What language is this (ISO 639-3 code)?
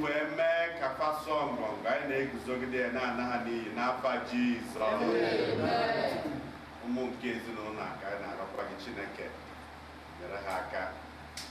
ibo